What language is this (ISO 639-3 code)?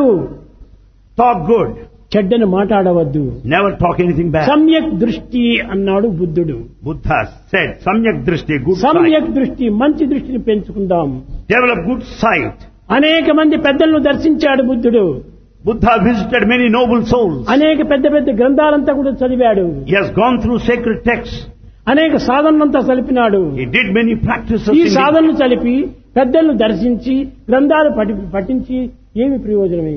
tel